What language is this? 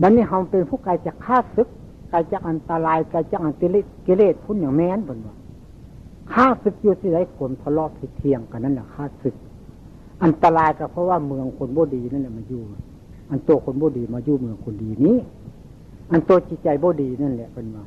Northeastern Thai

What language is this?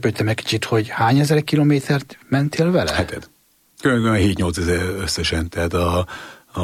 Hungarian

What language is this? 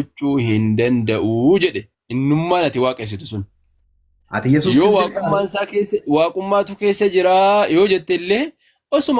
Oromo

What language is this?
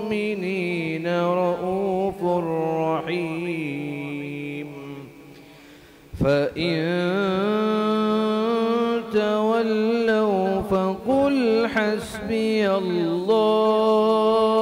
Urdu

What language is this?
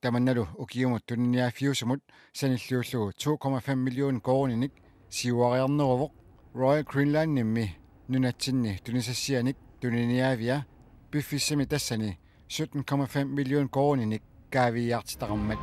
Kalaallisut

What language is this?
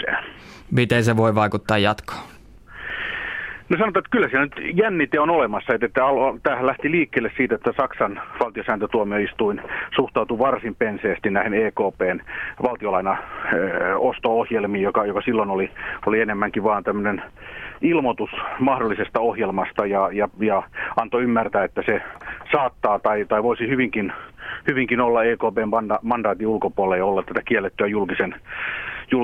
Finnish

